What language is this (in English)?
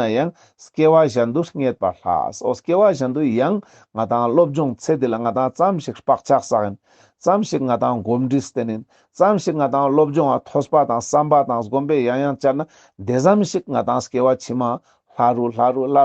Ladakhi